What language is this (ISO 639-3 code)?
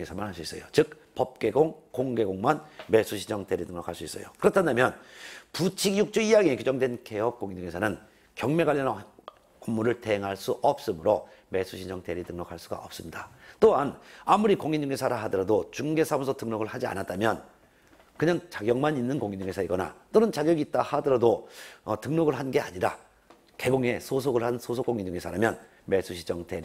kor